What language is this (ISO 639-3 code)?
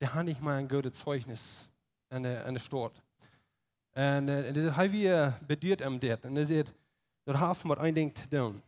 pdt